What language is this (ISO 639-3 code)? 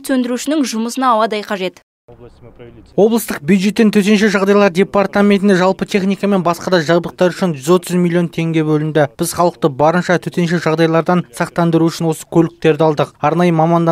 kaz